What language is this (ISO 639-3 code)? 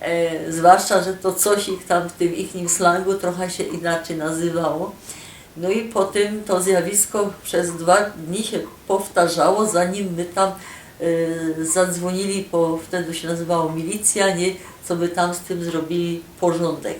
szl